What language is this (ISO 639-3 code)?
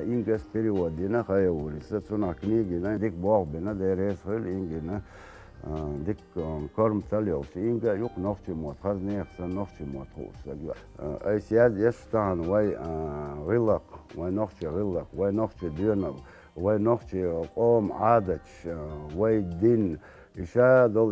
che